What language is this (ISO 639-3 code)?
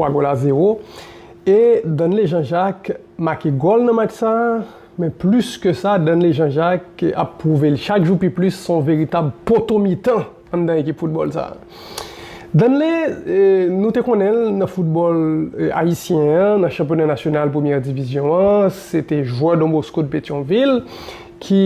hat